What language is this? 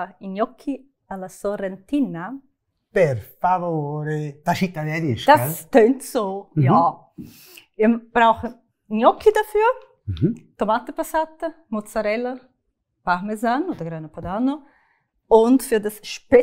Swiss German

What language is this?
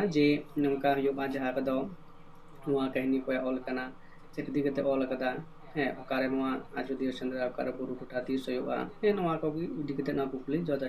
Santali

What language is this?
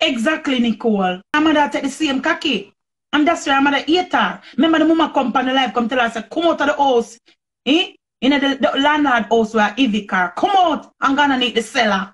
Jamaican Creole English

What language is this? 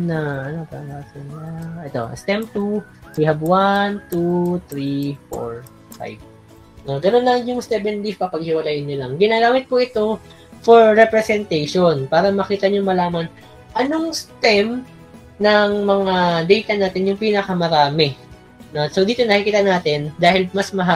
Filipino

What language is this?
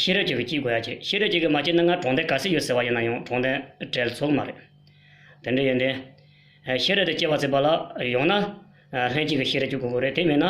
Tibetan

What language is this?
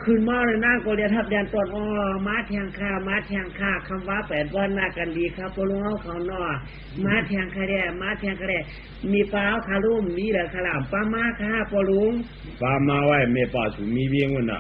Shan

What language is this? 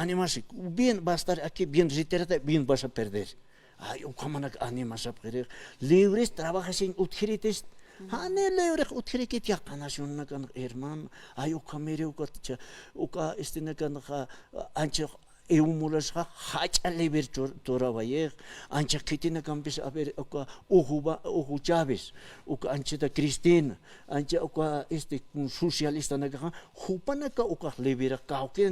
Aymara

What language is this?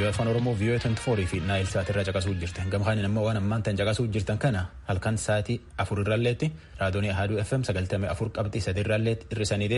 Oromo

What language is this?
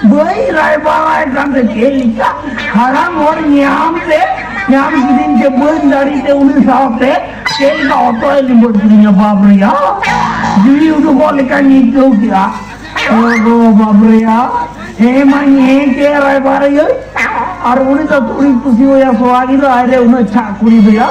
Santali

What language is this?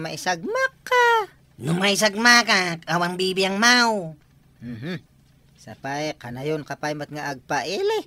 Iloko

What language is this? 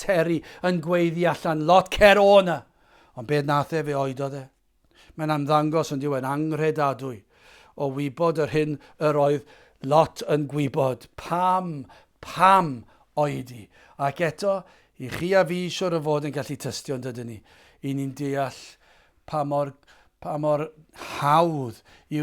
Welsh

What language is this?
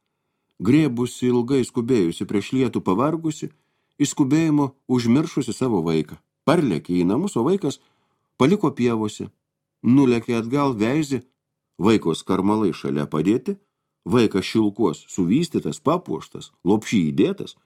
Lithuanian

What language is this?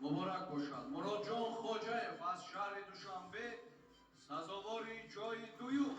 Tajik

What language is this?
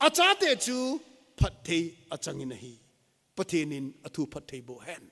Thado Chin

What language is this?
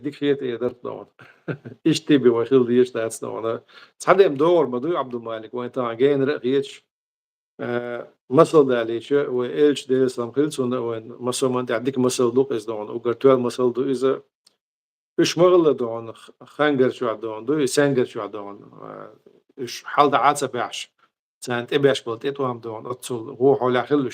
Chechen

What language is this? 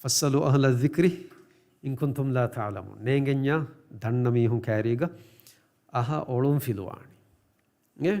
Divehi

